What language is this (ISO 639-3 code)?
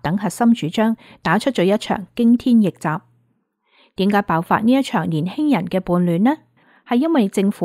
yue